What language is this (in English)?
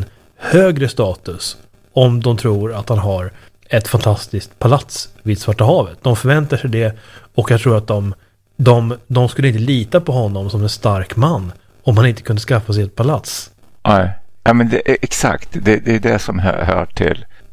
Swedish